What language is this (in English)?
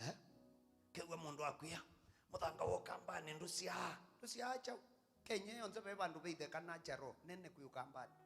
Kamba